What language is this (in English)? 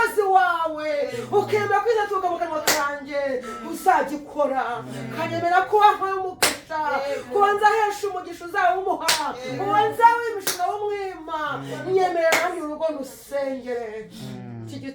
Kinyarwanda